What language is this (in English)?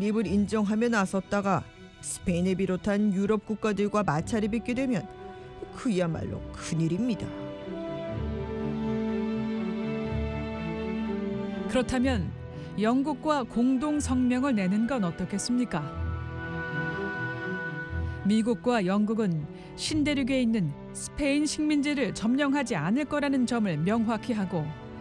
Korean